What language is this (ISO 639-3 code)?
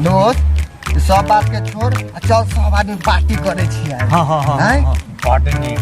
mai